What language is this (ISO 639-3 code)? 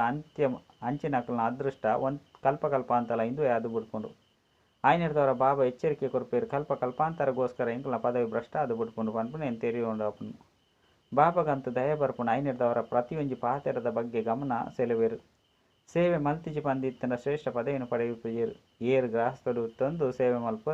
tcy